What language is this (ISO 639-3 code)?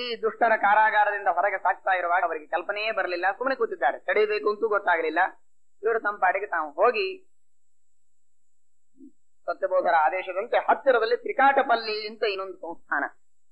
kan